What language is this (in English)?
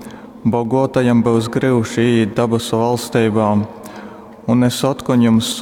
Latgalian